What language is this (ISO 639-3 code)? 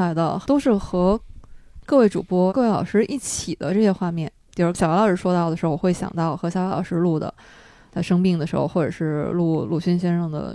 zho